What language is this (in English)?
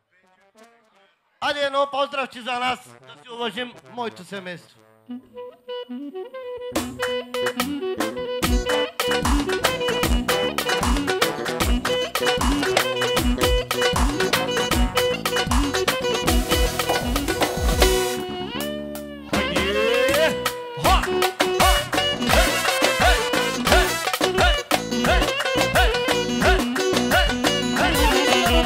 Bulgarian